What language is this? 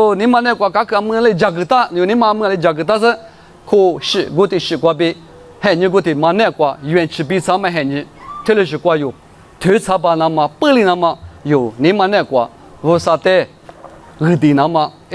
Lisu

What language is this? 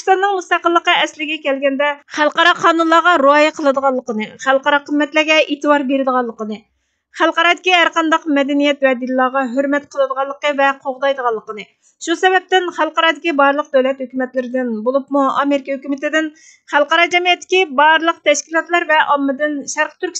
Uyghur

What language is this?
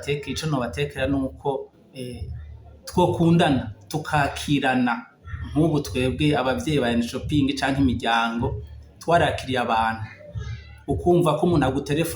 Rundi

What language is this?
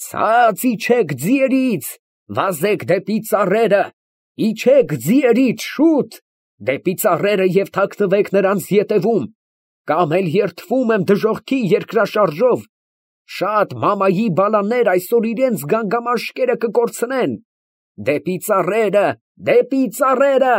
Armenian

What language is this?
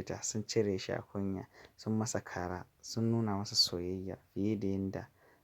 Hausa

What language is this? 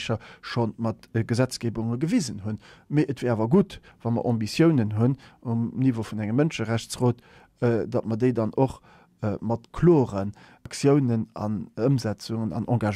Luxembourgish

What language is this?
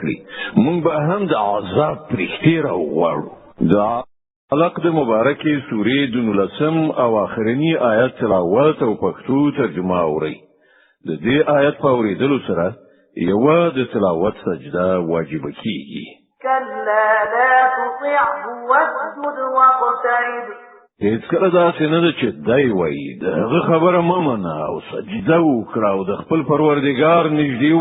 Pashto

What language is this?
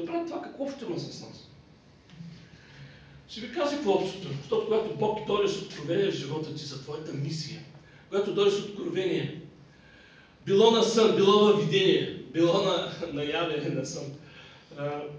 Bulgarian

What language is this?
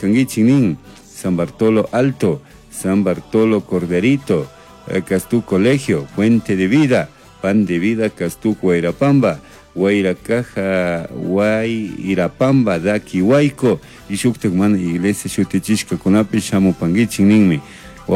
Chimborazo Highland Quichua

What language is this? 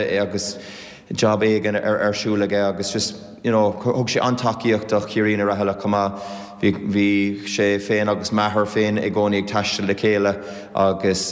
Irish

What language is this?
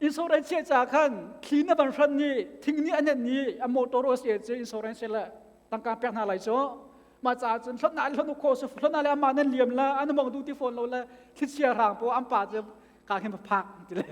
Hakha Chin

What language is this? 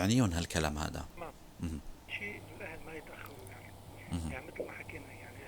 North Levantine Arabic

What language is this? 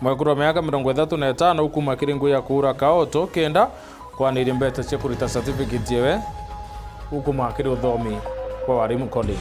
Meru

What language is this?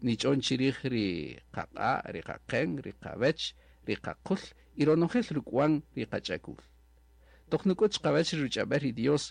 Kaqchikel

